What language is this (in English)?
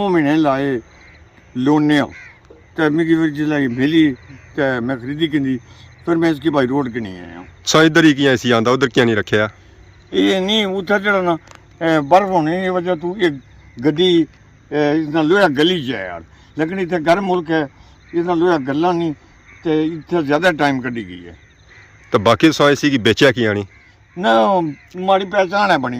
Pahari-Potwari